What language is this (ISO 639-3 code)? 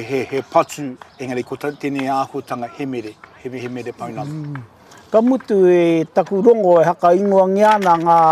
mri